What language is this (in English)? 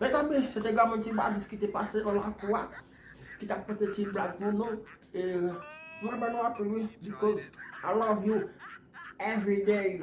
Haitian Creole